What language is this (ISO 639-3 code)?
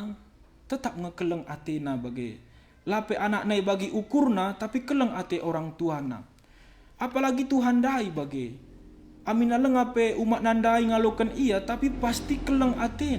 btx